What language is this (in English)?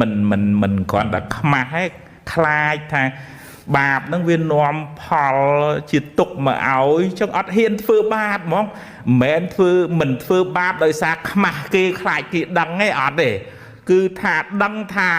Khmer